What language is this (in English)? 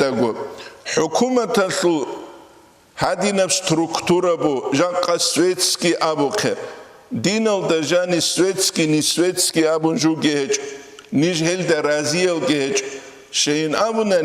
Avaric